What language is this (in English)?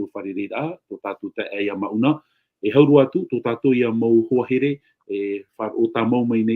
Tahitian